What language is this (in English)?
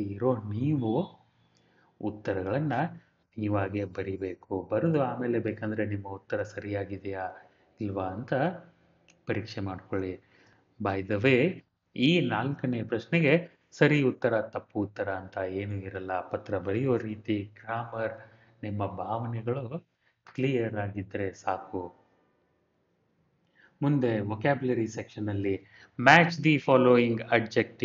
Kannada